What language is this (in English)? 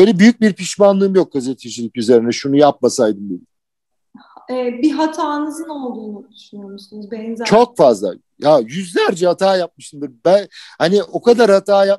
Turkish